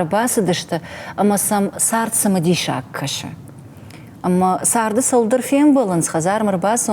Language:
Ossetic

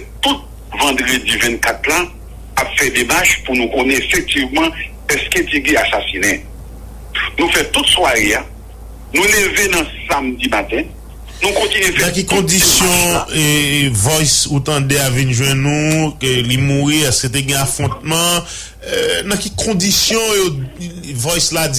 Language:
Haitian Creole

